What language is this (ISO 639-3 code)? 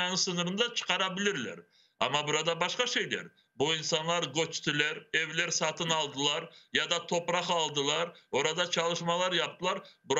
crh